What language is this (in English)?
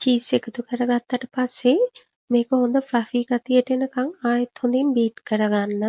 Sinhala